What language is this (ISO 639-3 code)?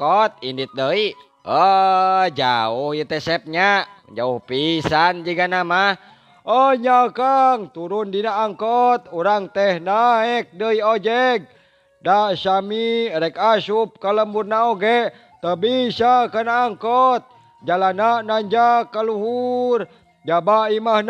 sun